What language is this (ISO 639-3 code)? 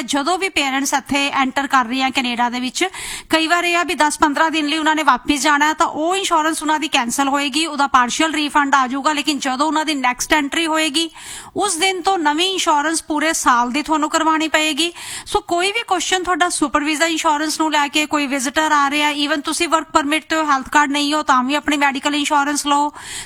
pan